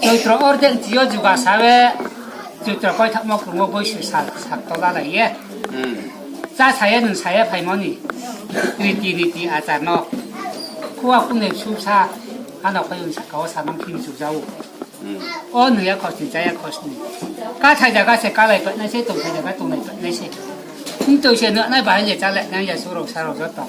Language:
Riang (India)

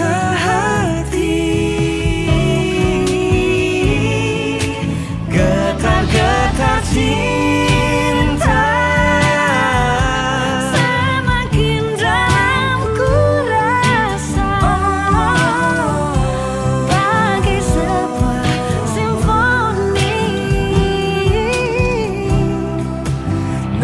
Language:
Indonesian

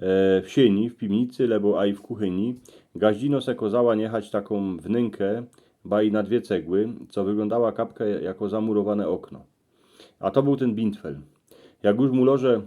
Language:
Silesian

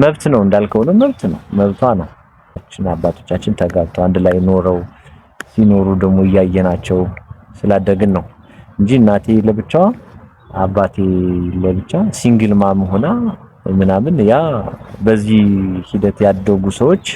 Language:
Amharic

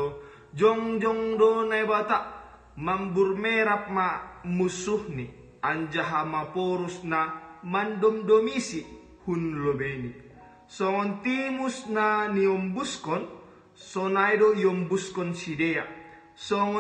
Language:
Batak Simalungun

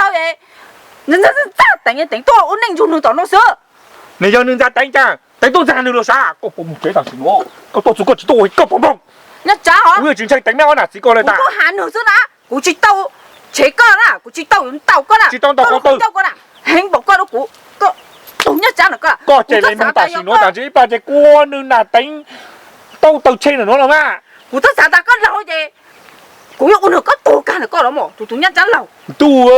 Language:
Hmong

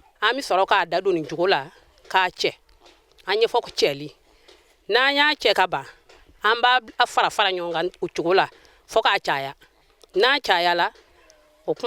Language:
Bambara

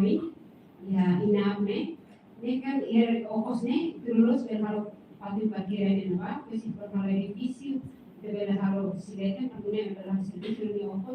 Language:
Tetum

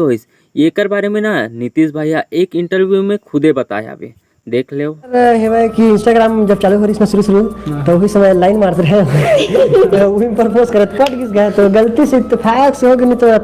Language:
Chhattisgarhi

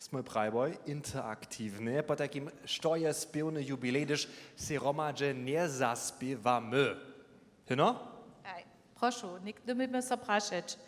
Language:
Upper Sorbian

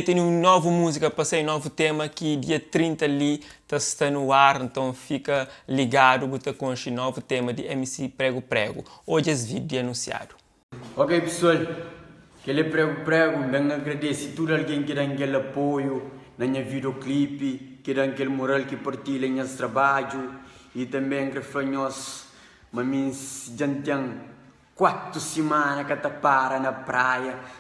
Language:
Kabuverdianu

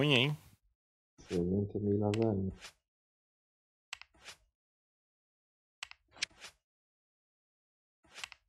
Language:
Portuguese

